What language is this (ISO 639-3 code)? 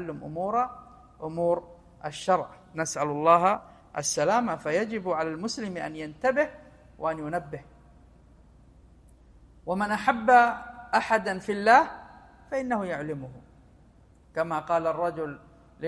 ara